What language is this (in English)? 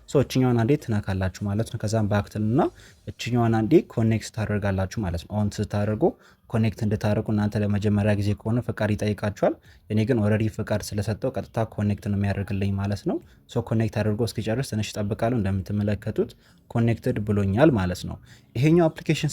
Amharic